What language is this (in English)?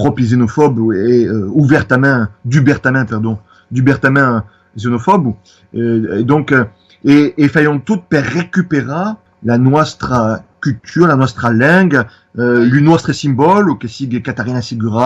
Occitan